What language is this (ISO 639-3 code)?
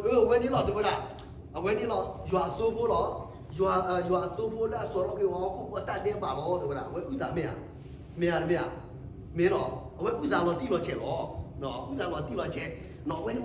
ksw